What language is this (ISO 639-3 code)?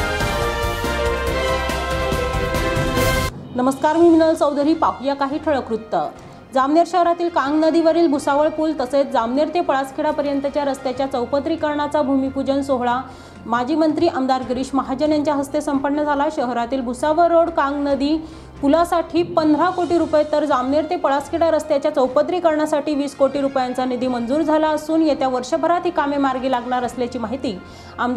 mar